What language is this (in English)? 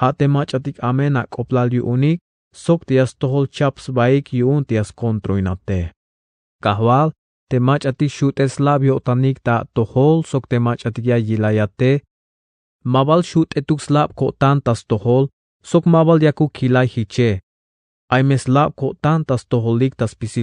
Tzeltal